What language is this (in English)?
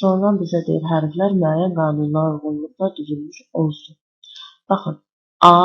Azerbaijani